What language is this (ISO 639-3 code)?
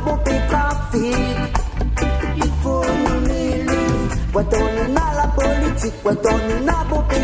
rcf